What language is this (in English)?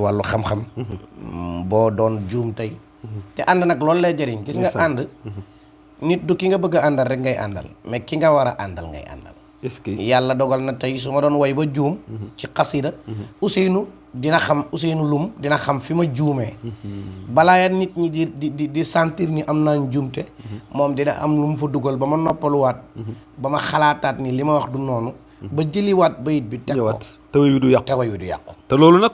Wolof